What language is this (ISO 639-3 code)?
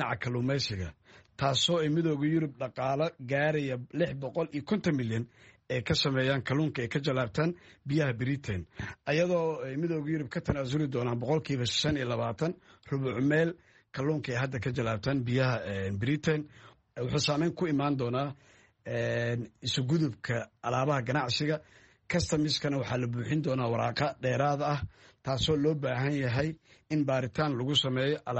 som